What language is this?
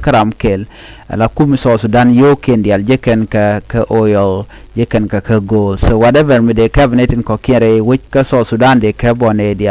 Nuer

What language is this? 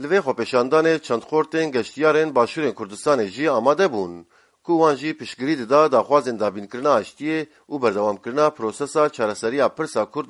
Kurdish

